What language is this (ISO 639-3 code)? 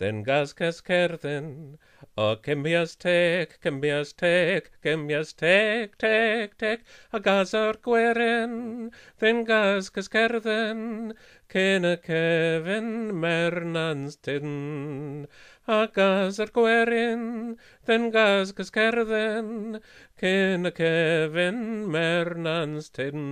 cym